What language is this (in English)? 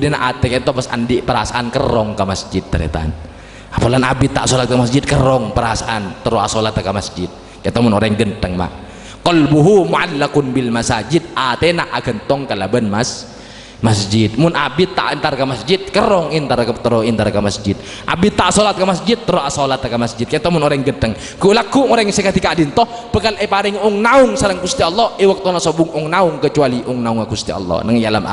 Madurese